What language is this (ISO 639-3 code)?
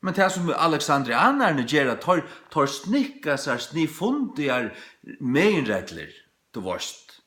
fao